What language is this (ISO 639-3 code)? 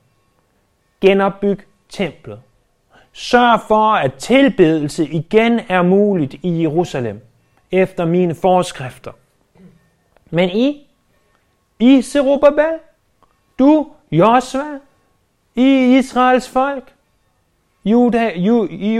dan